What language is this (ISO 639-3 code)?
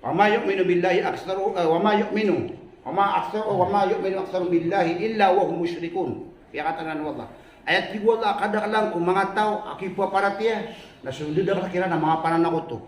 mrw